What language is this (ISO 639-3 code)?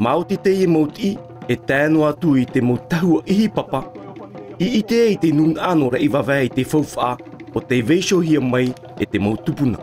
tah